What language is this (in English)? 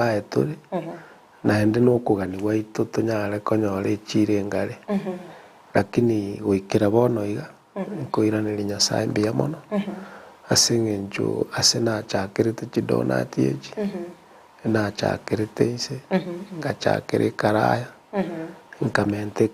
Gusii